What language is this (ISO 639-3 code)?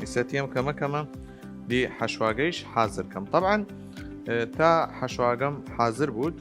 sdh